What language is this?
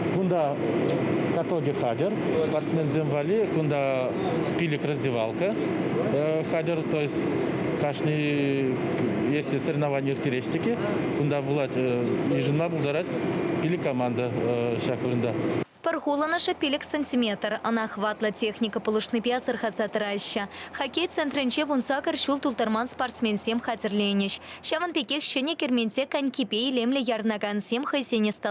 Chuvash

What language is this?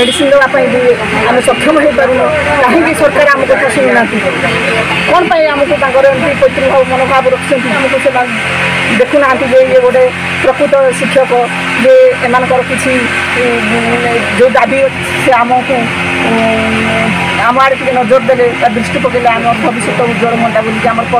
Odia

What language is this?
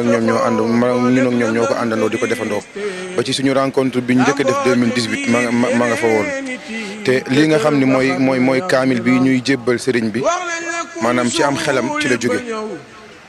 Wolof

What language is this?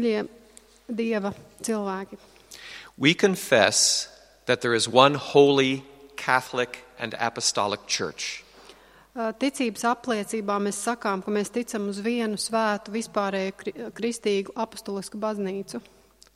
Latvian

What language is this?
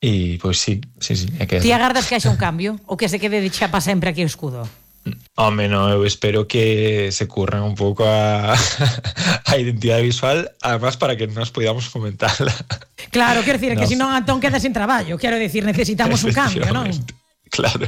Galician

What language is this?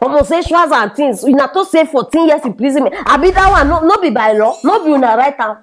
Nigerian Pidgin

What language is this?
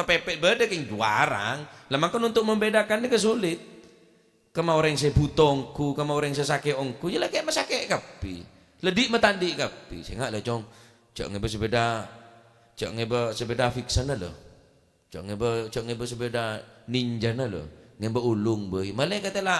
Madurese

